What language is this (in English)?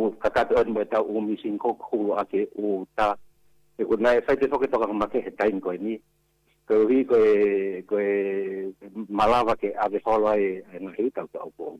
Tongan